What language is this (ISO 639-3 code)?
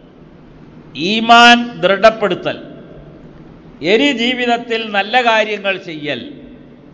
mal